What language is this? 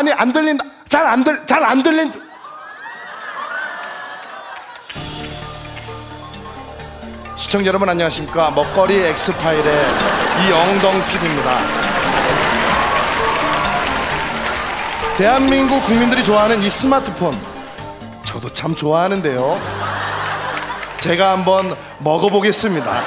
Korean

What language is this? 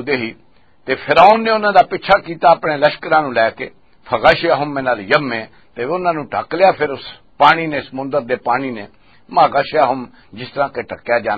Western Panjabi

